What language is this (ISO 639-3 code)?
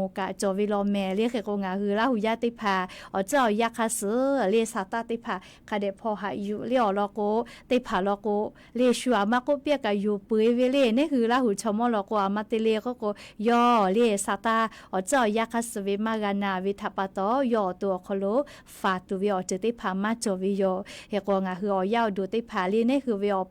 lhu